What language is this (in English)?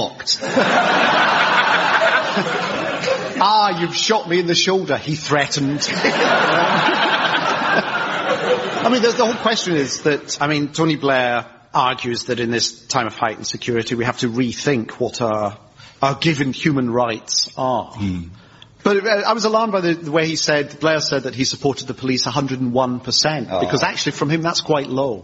English